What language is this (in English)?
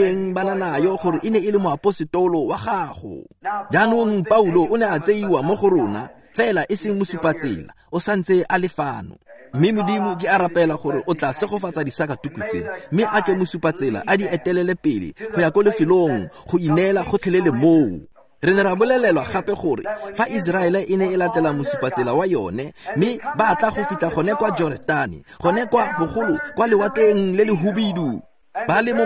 Tswana